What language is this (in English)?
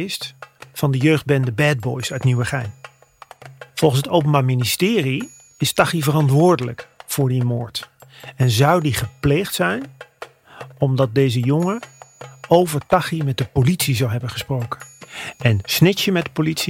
Dutch